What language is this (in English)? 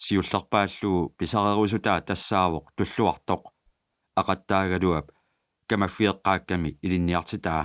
Kalaallisut